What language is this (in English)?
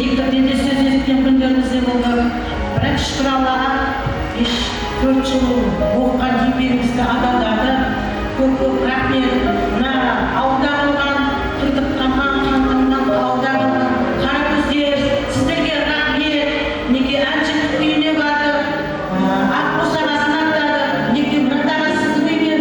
Kara-Kalpak